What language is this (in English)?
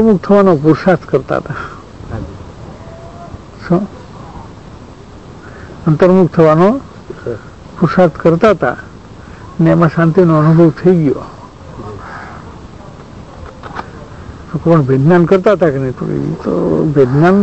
Gujarati